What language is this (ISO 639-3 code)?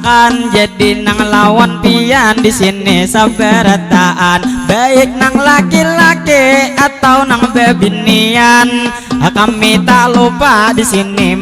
bjn